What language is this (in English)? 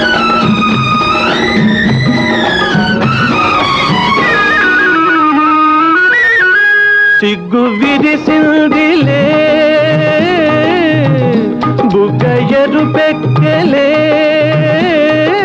Telugu